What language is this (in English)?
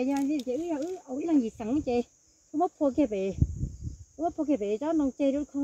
Hmong